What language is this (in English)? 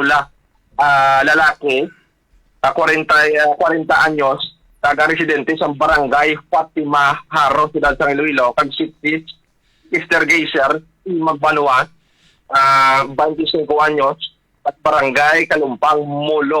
Hiligaynon